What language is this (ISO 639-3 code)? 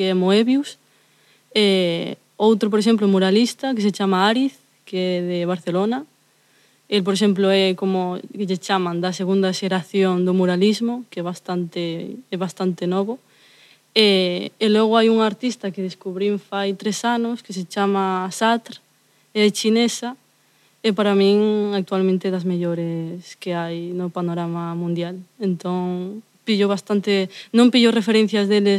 glg